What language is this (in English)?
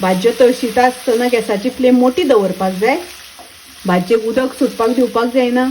Konkani